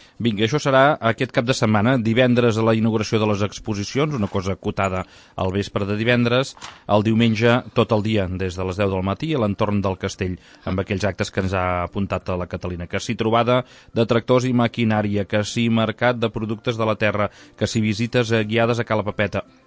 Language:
Catalan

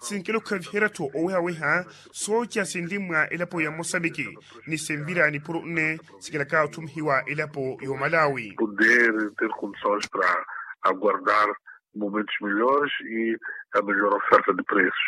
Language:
Makhuwa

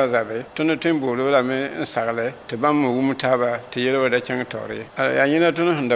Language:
Mossi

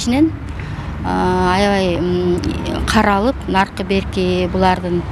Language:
Kyrgyz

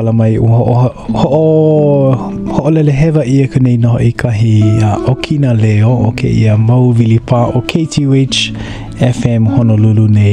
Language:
Hawaiian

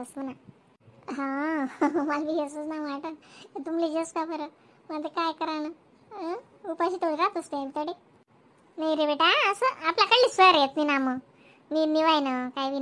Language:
Khandesi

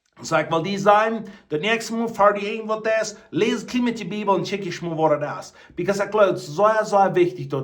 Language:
Plautdietsch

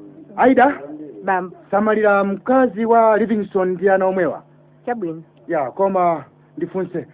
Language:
Nyanja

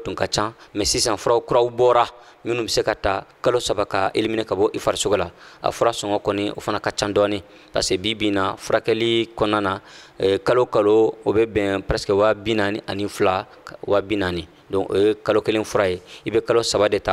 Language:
Bambara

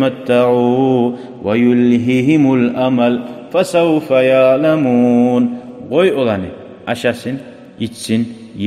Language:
Kumyk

